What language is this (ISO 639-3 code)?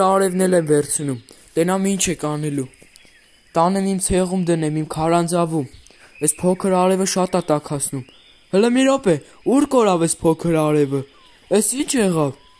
hye